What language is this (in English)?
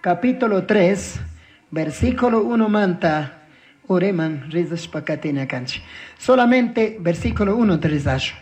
Chimborazo Highland Quichua